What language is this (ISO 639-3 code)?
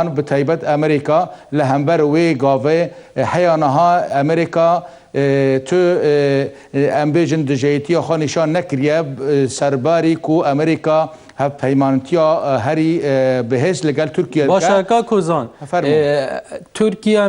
kur